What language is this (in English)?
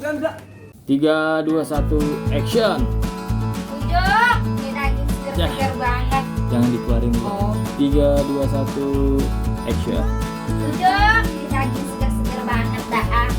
Betawi